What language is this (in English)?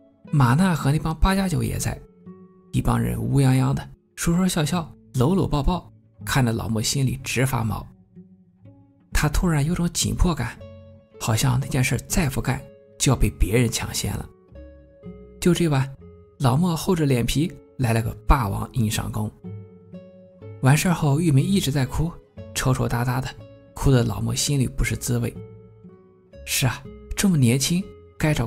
Chinese